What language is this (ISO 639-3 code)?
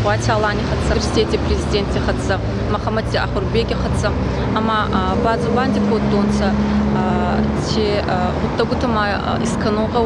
oss